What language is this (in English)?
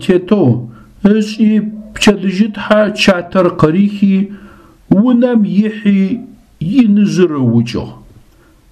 Adyghe